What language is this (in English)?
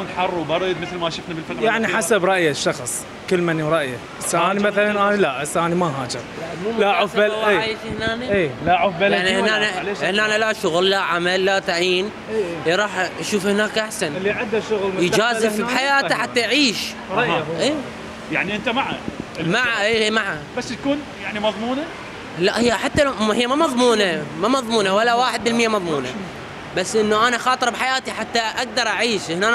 Mesopotamian Arabic